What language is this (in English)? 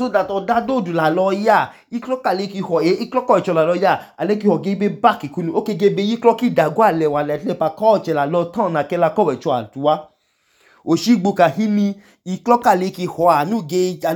Idoma